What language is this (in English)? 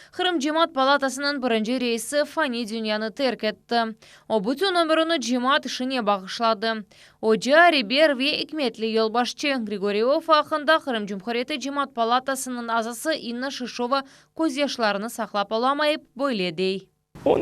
Crimean Tatar